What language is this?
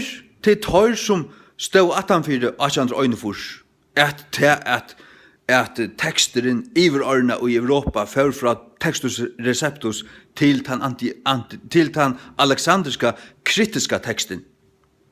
Faroese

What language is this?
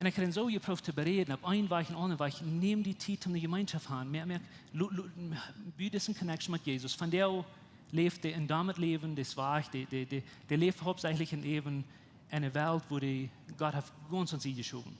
Plautdietsch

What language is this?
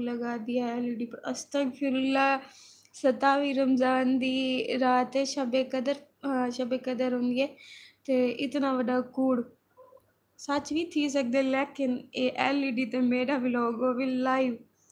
Saraiki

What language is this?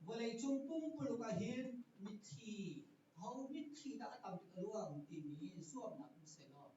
Hakha Chin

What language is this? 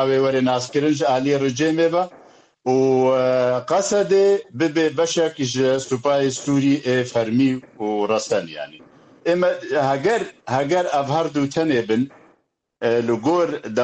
Kurdish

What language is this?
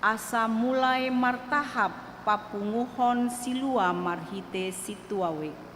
Batak Toba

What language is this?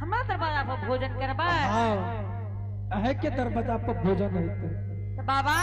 Angika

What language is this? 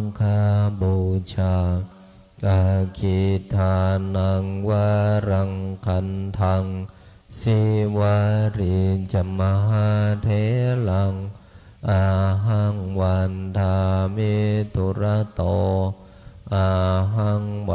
Pali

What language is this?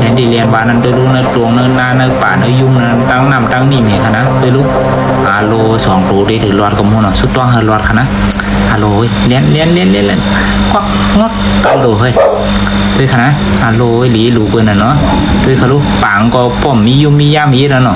Shan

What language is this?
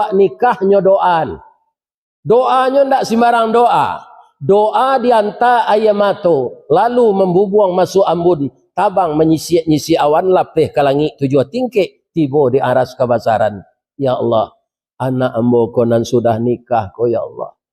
Minangkabau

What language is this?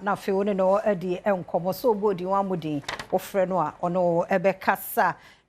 Akan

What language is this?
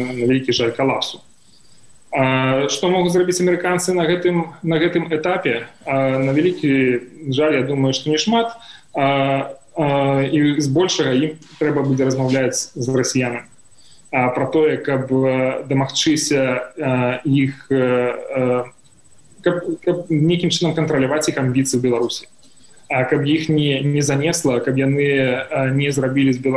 Belarusian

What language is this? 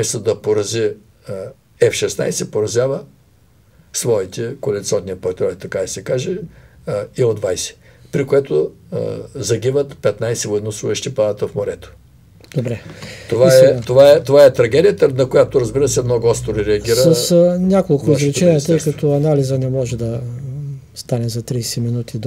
Bulgarian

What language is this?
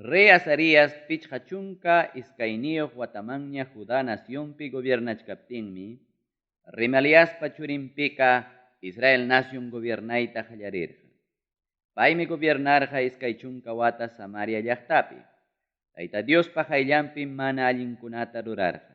Ayacucho Quechua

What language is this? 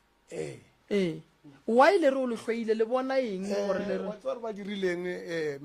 Northern Sotho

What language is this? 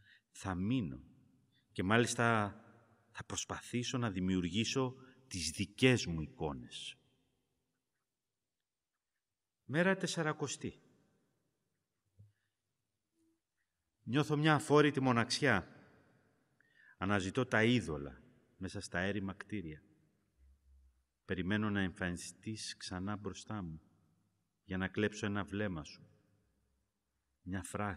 Greek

